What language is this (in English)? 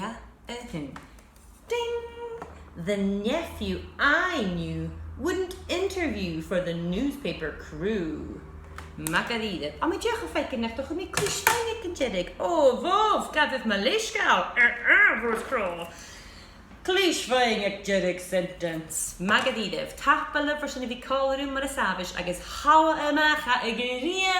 Scottish Gaelic